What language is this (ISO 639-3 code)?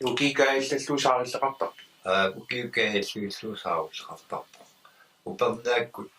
kal